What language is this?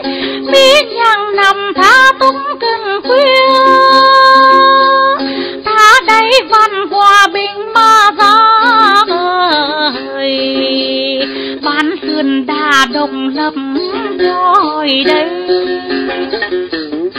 Vietnamese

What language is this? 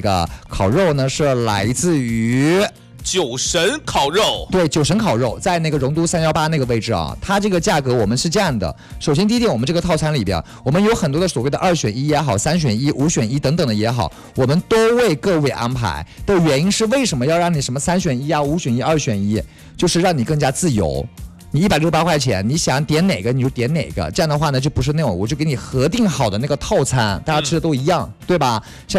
Chinese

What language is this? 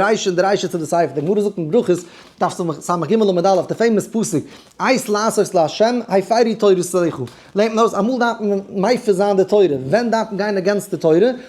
Yiddish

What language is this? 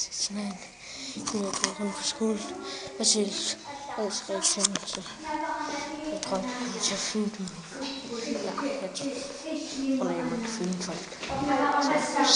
Danish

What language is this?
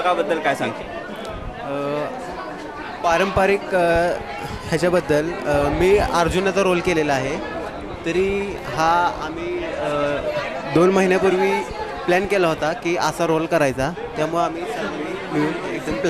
Marathi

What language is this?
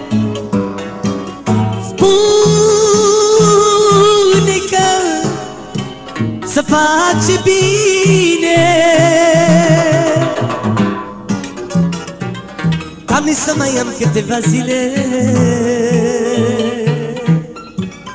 Romanian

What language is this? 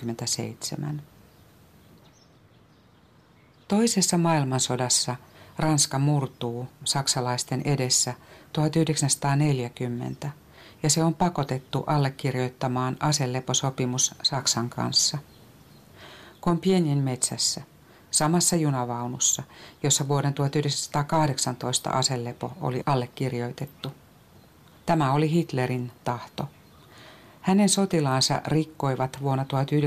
Finnish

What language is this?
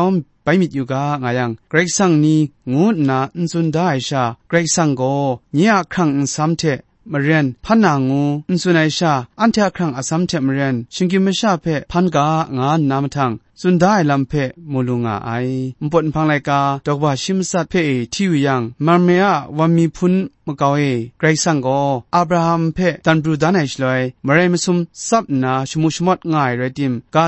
Kachin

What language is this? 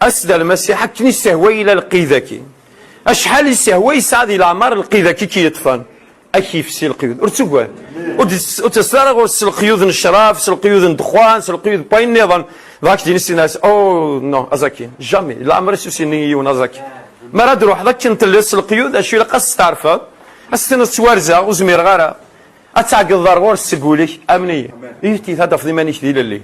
Kabyle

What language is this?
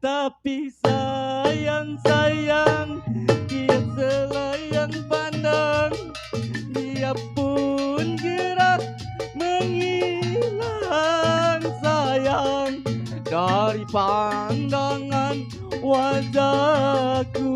Betawi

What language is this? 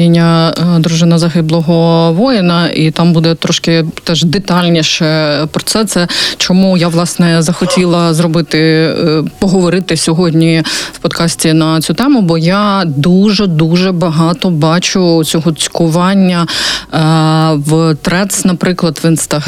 Ukrainian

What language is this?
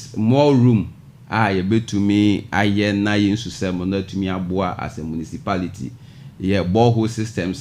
Akan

